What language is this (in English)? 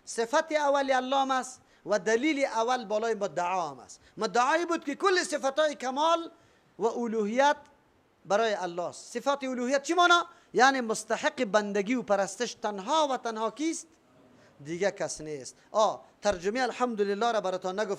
Persian